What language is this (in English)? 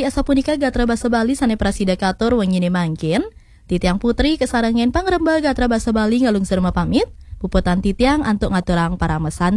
Balinese